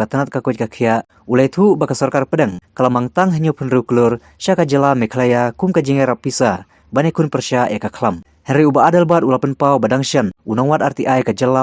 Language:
Khasi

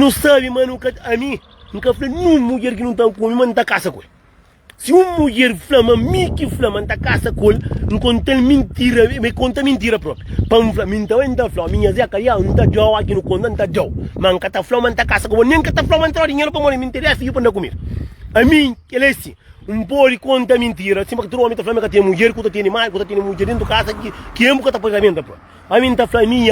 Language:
Kabuverdianu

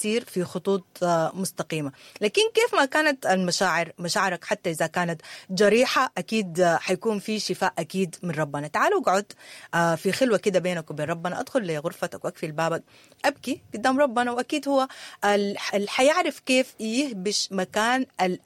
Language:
Sudanese Arabic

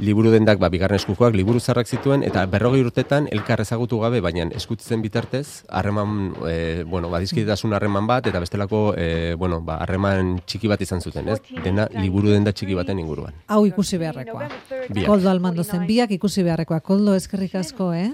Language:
Basque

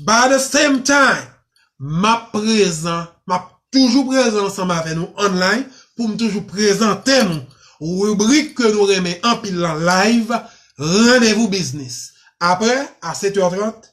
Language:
Haitian Creole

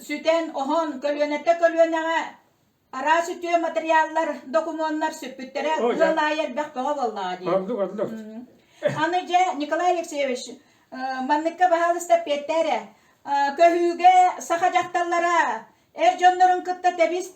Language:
Yakut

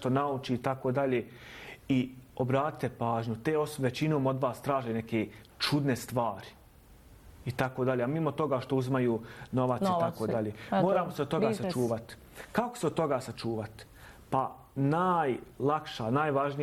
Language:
Bosnian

